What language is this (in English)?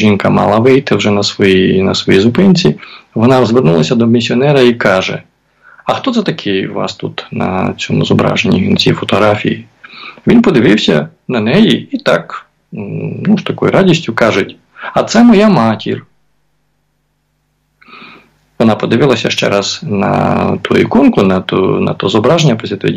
Ukrainian